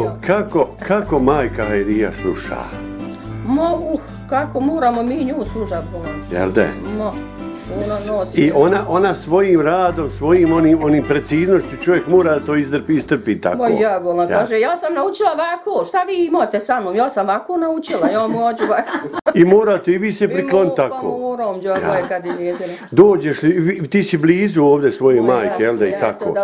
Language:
Bosnian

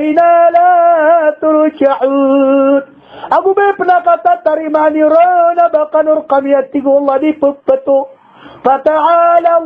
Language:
Maranao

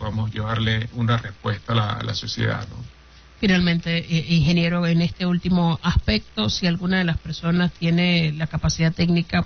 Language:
Spanish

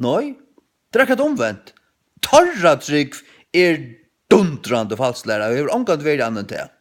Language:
Faroese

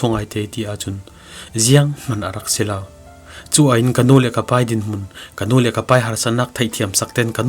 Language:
Falam Chin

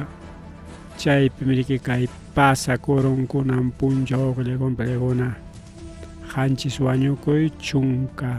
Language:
Ayacucho Quechua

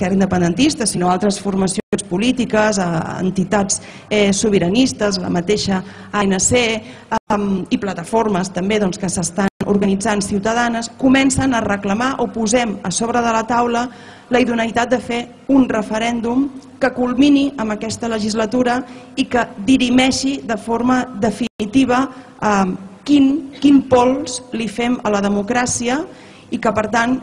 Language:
Catalan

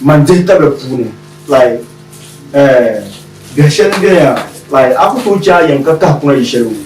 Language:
Dagbani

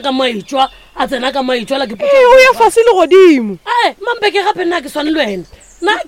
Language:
Northern Sotho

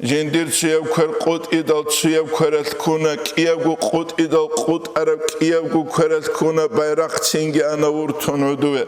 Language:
Avaric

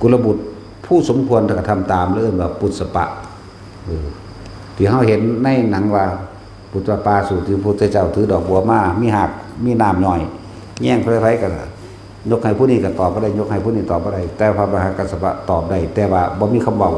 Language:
Northeastern Thai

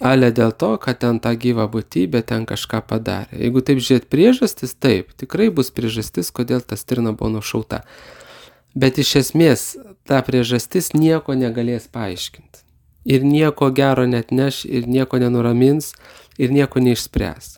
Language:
Lithuanian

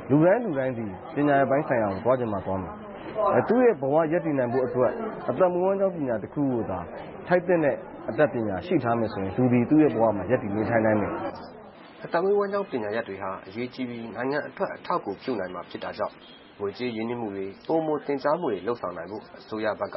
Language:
Burmese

